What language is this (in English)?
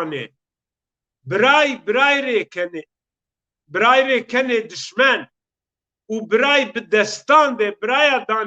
Zaza